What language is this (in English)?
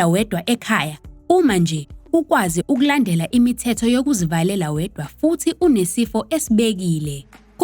Zulu